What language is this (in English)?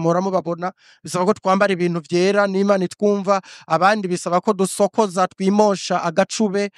Rundi